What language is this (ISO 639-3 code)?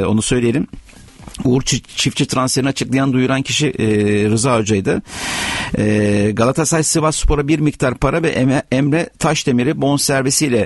tur